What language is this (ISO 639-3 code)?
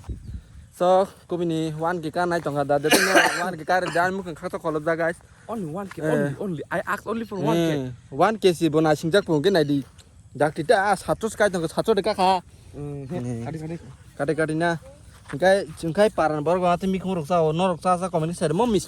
trp